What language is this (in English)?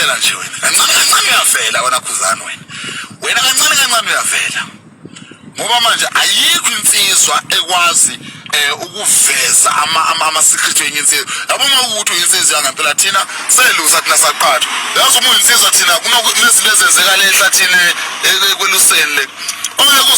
Zulu